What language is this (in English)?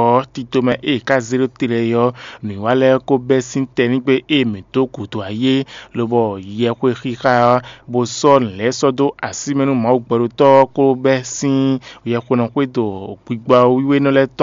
Fon